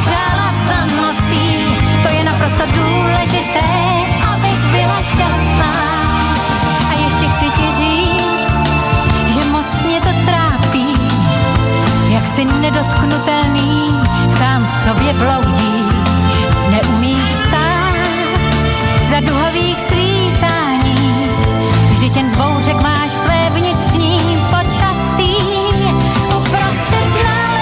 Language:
Czech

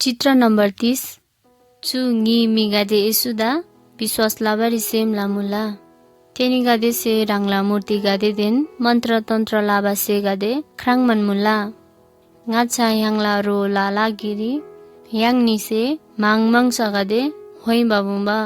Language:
Eastern Tamang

